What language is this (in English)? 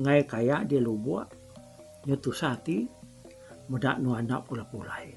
Iban